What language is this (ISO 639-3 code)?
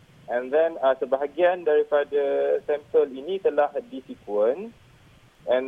msa